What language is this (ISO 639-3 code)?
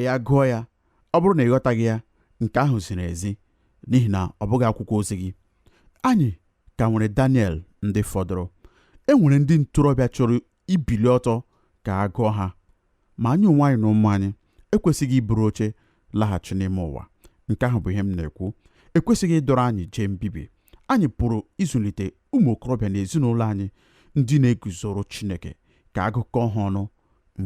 ibo